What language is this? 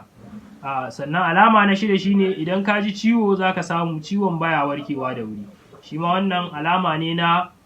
Hausa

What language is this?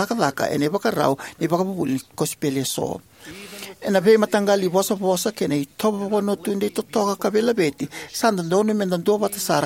Fijian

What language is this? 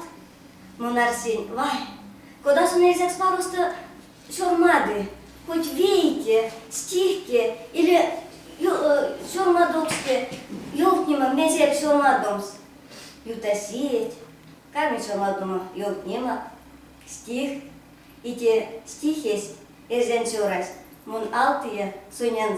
Erzya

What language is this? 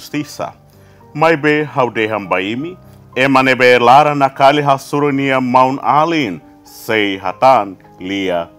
Tetum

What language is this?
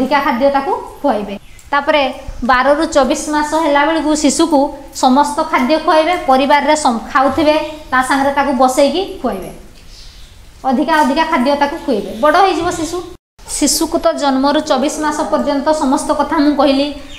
Odia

